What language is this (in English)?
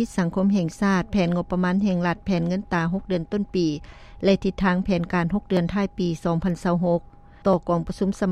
Lao